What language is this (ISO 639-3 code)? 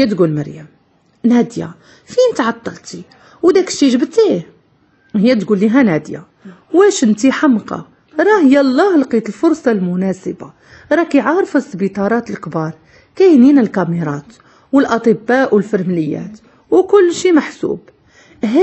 ary